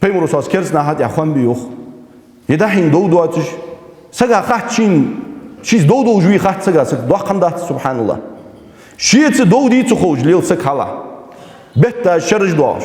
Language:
Ingush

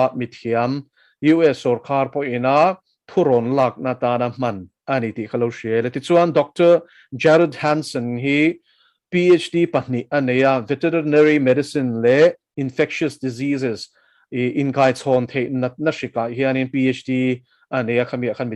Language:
Mizo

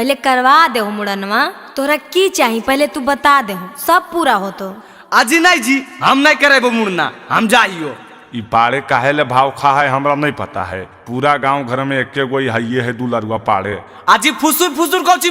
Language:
Magahi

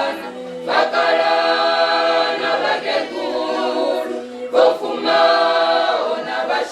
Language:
Venda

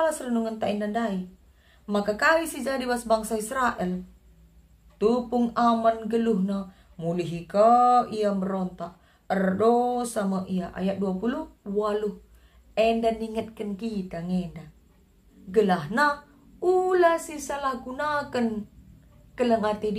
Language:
Batak Karo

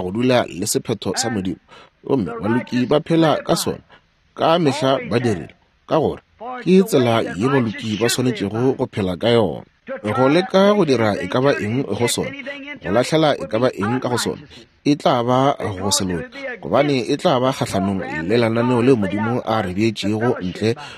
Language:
Northern Sotho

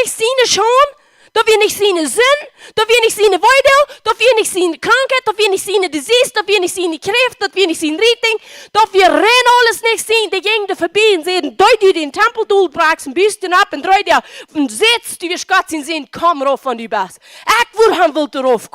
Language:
Plautdietsch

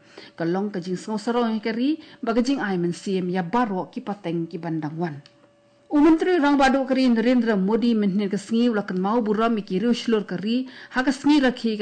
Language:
Khasi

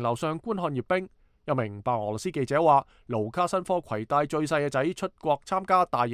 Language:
Cantonese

